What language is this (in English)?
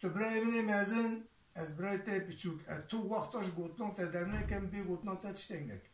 Kurdish